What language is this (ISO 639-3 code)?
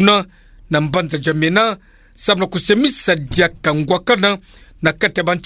ktu